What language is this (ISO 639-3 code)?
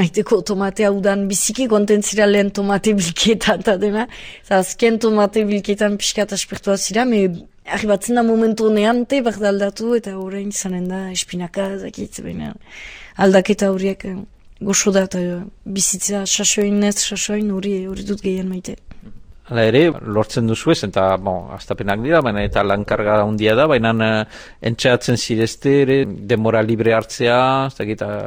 eus